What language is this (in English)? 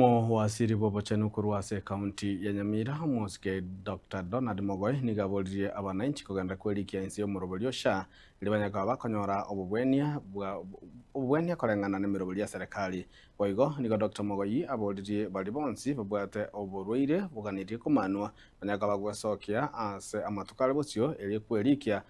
Gusii